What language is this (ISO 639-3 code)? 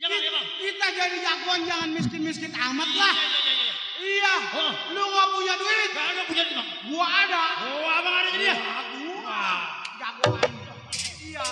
bew